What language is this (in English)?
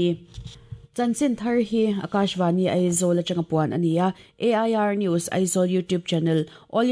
Mizo